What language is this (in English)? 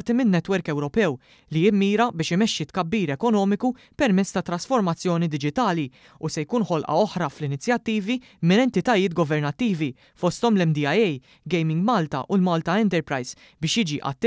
Maltese